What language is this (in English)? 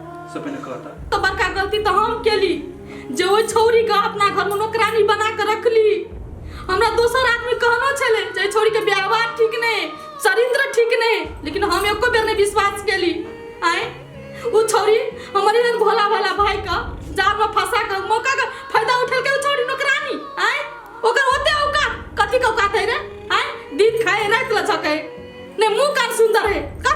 Maithili